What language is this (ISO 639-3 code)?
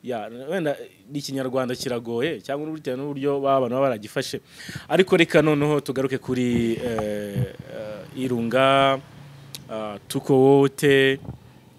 kin